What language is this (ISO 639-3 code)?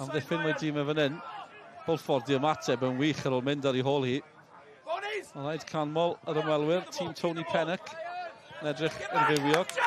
cym